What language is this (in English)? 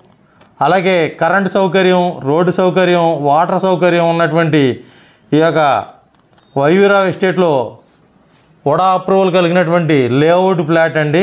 Telugu